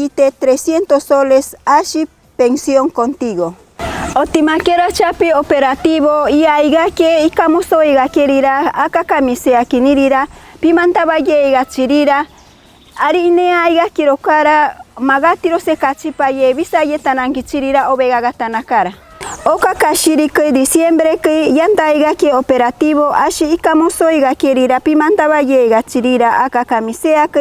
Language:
Machiguenga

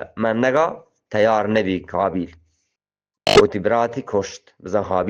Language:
Eastern Balochi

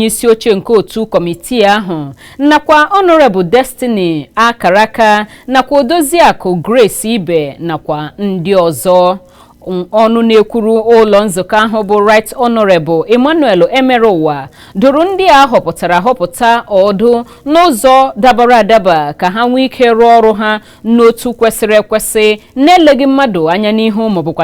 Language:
Igbo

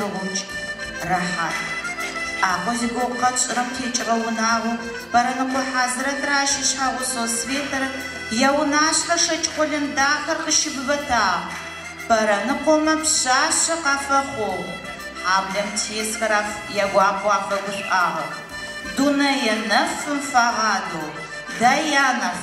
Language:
Adyghe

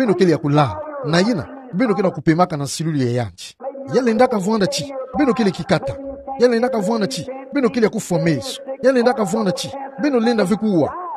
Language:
Kituba (Democratic Republic of Congo)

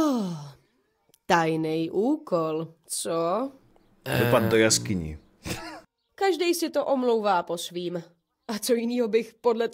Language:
Czech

